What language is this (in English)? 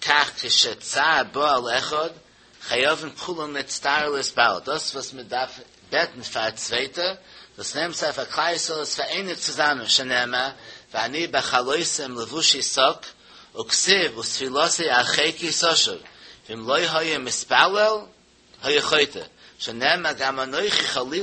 Yiddish